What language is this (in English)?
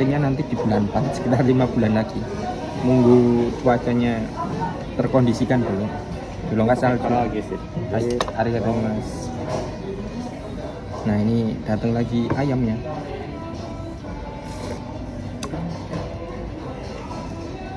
Indonesian